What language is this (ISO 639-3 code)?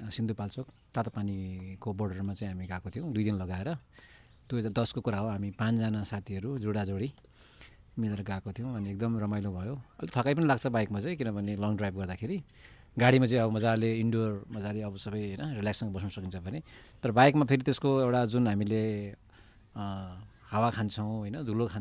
nep